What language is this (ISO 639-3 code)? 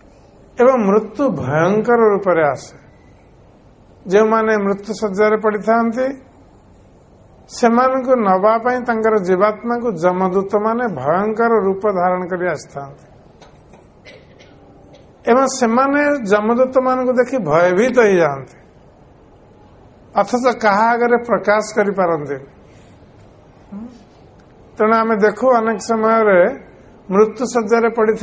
ori